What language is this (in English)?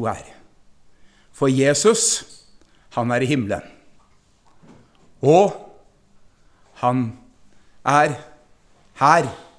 Norwegian